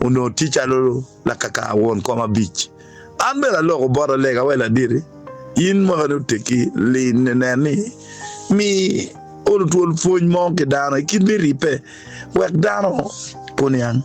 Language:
Acoli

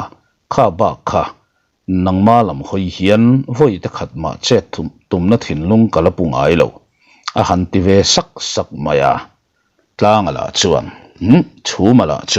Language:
Mizo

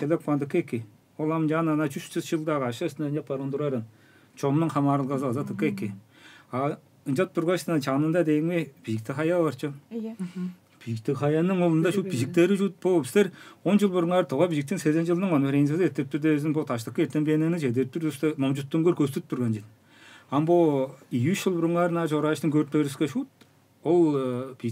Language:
Tuvinian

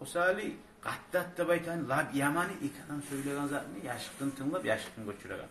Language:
Kumyk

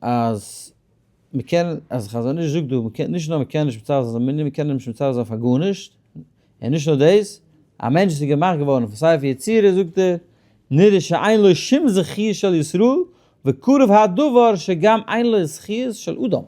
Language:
Yiddish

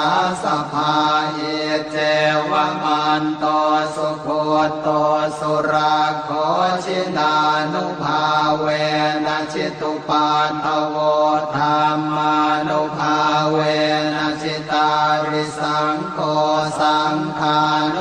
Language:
Pali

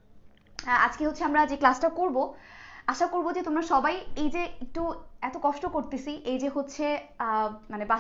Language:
Bangla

